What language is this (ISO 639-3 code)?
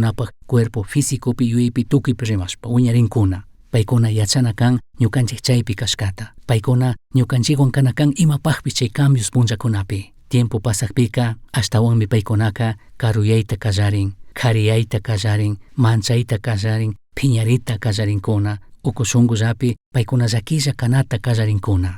qug